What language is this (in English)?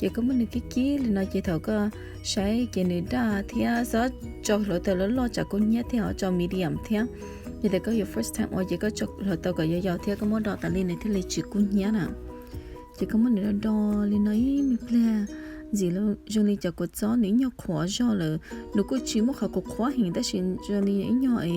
Hmong